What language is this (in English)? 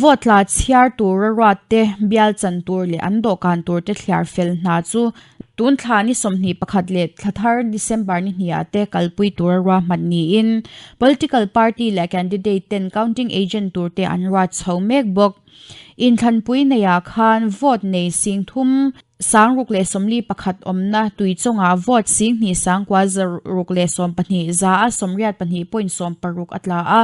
Mizo